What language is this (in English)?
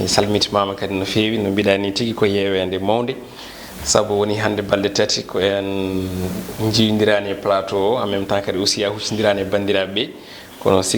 Fula